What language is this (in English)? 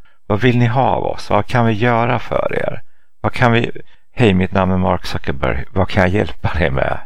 Swedish